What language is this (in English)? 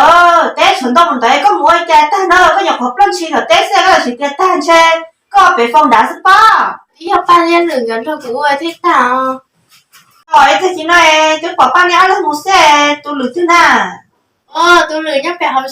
Hmong